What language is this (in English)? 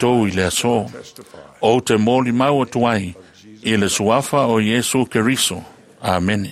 Samoan